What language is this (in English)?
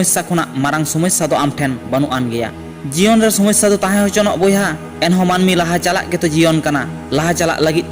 Santali